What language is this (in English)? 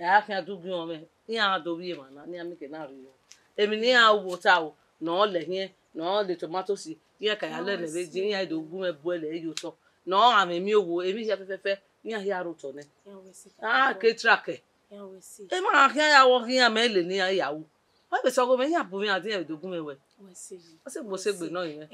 Bini